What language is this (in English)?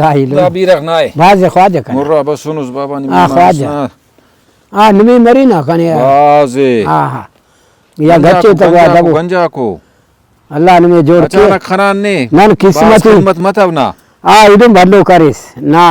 Brahui